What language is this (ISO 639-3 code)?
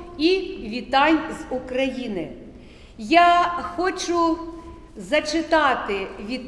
ukr